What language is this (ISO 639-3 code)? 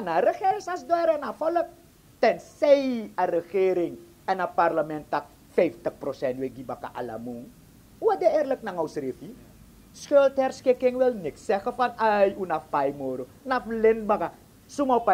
srn